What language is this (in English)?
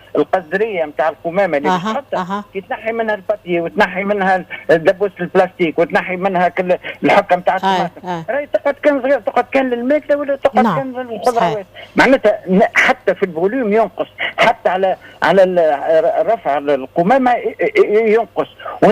Tunisian Arabic